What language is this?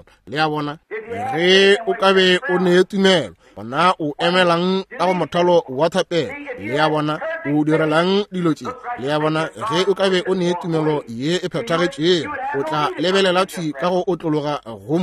Northern Sotho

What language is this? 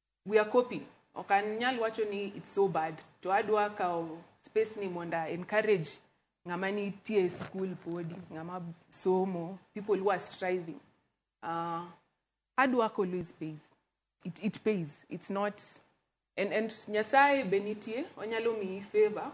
Luo (Kenya and Tanzania)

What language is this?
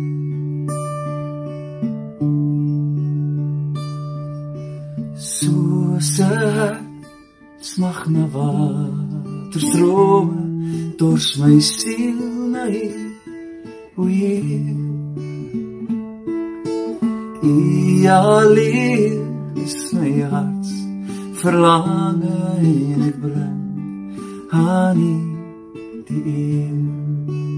Afrikaans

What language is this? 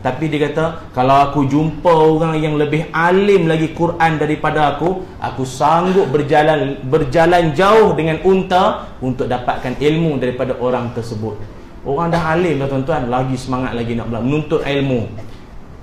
Malay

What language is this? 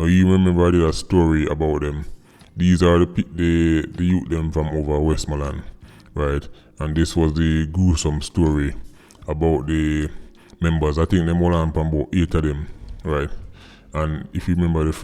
Jamaican Creole English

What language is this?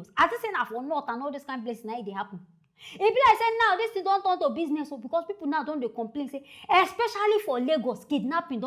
Nigerian Pidgin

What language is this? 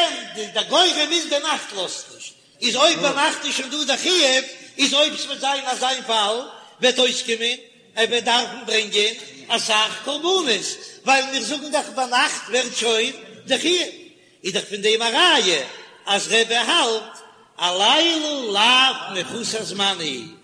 Yiddish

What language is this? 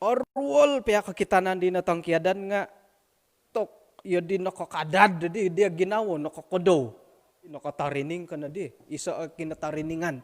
Central Dusun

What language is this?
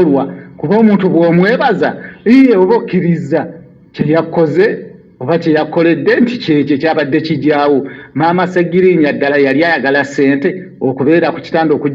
Ganda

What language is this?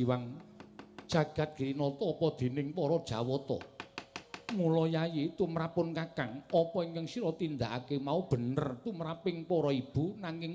Javanese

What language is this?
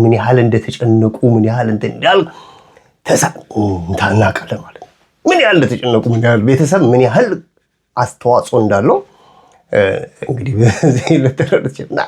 Amharic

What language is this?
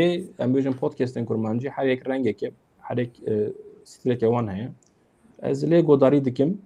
Kurdish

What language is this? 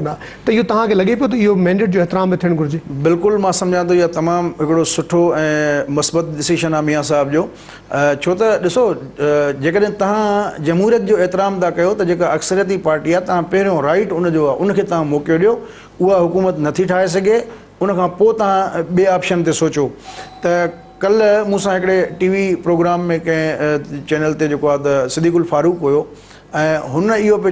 Sindhi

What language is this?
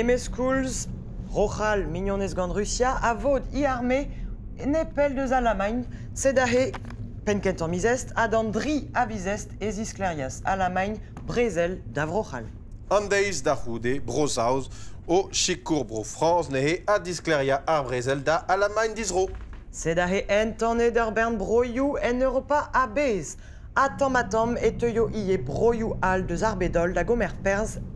Breton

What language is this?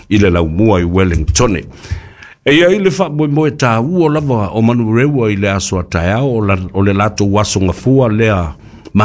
Samoan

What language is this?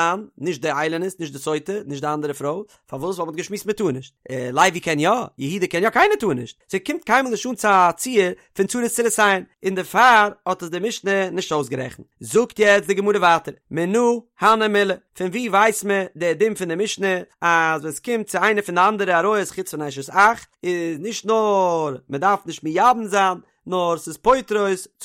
Yiddish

